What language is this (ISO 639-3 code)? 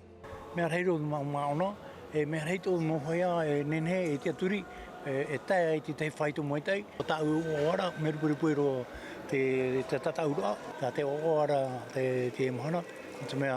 tah